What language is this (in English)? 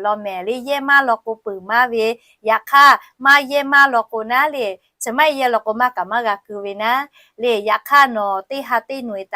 Lahu